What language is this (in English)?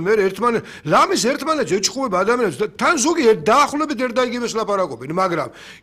Georgian